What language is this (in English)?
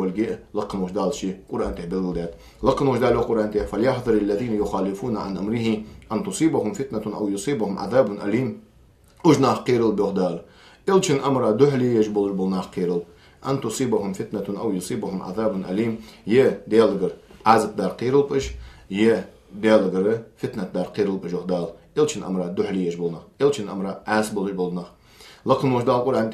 Ingush